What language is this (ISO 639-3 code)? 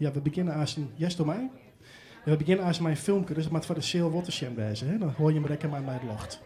fry